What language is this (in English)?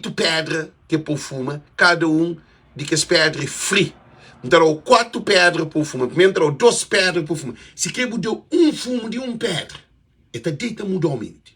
Kabuverdianu